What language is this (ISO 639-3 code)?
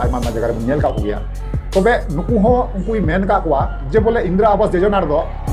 sat